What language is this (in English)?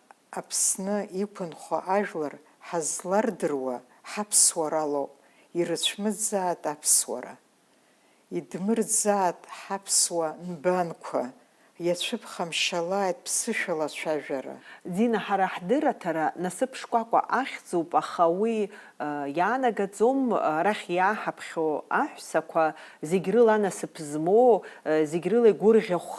Abkhazian